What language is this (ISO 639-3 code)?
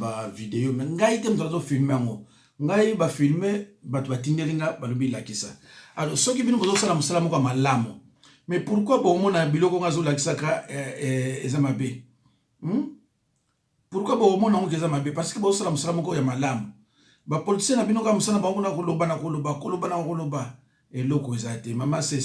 lin